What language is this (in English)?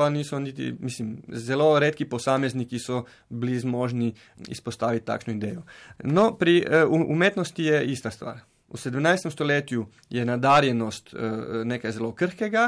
Slovenian